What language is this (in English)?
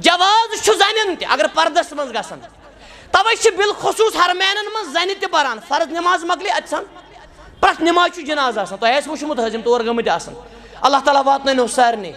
Kashmiri